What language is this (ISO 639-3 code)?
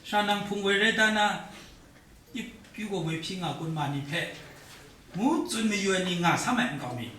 kac